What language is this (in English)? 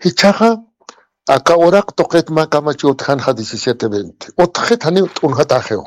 Aymara